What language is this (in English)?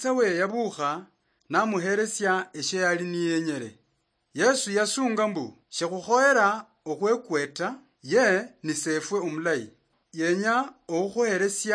Luyia